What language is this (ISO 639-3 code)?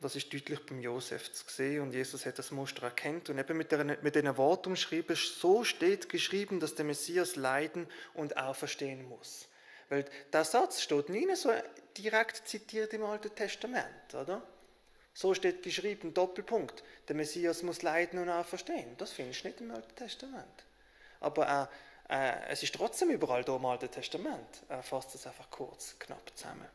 gsw